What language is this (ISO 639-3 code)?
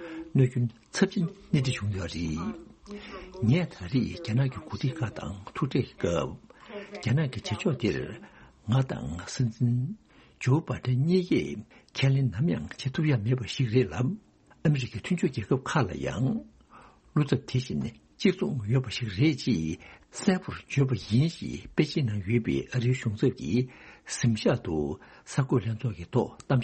bod